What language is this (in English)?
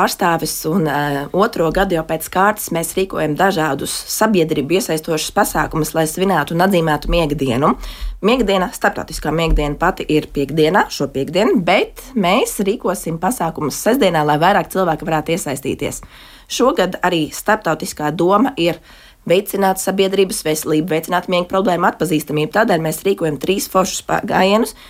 Latvian